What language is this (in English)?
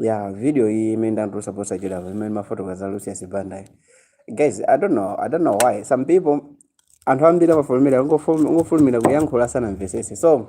Nyanja